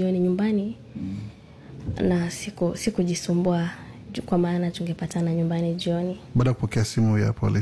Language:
Swahili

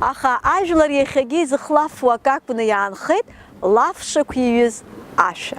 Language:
Abkhazian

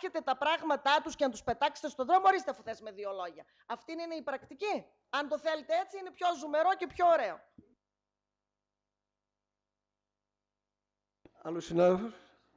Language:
Greek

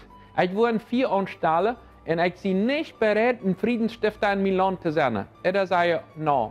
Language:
Plautdietsch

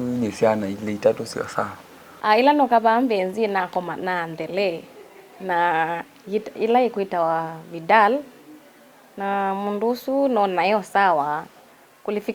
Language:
Kamba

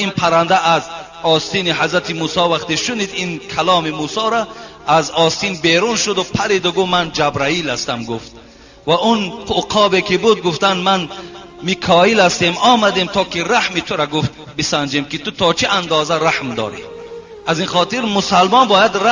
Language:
Tajik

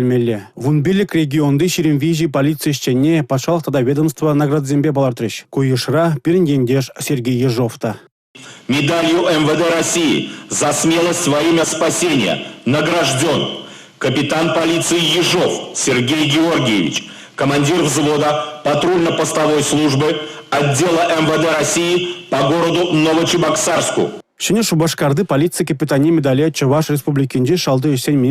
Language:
Chuvash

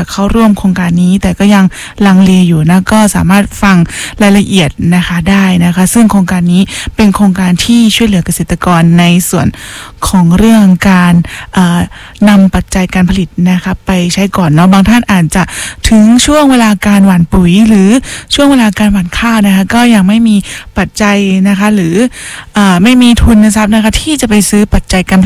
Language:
Thai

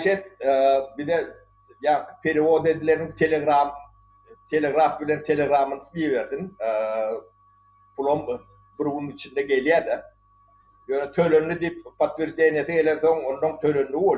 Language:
Turkmen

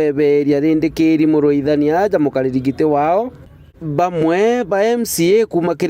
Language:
Meru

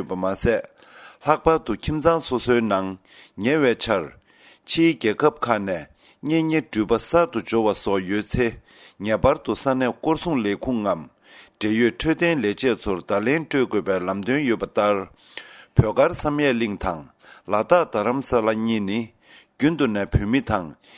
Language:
Tibetan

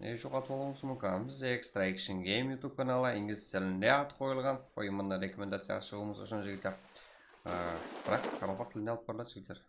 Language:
Kara-Kalpak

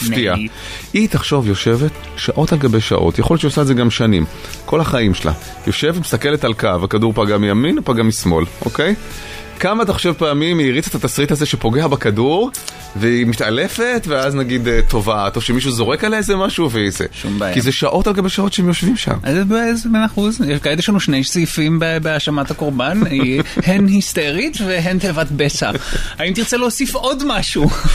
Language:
Hebrew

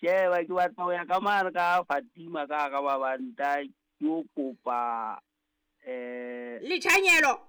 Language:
Southern Sotho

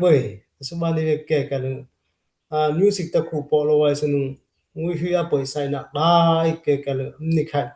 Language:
Dimasa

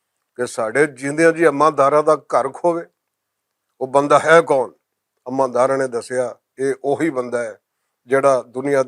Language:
Western Panjabi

